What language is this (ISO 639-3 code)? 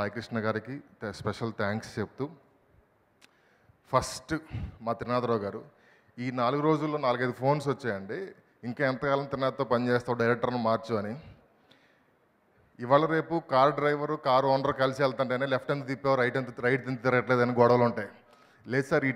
tel